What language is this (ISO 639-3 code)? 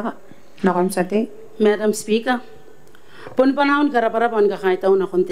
gil